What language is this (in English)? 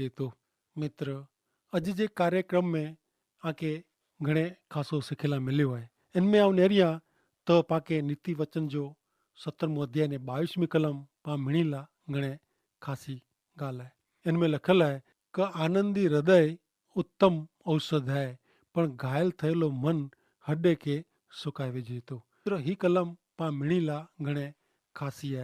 Kachhi